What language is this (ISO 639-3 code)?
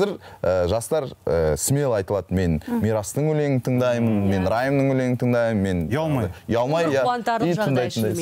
kaz